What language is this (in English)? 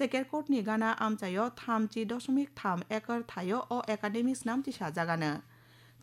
Kok Borok